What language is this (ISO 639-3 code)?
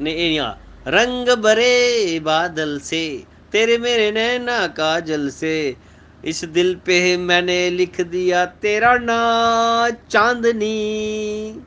doi